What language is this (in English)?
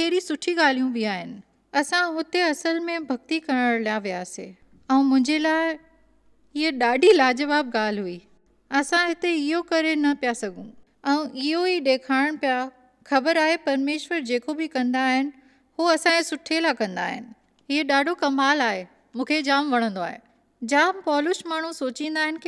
Sindhi